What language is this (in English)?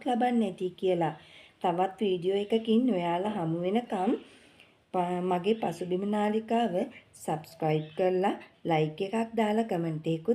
Sinhala